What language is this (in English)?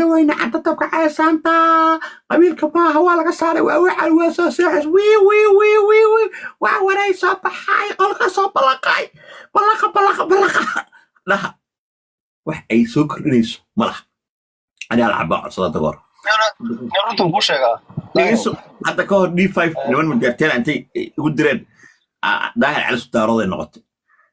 Somali